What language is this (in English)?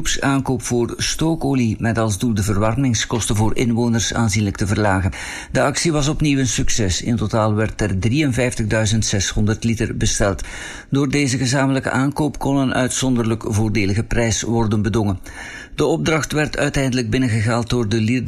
Dutch